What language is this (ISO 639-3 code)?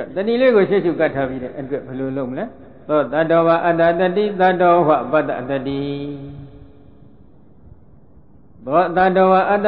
mya